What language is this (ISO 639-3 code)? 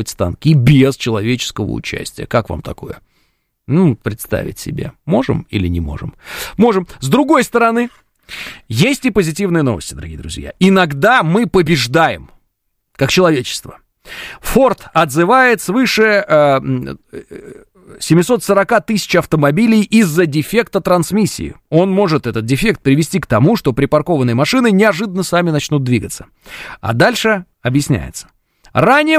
rus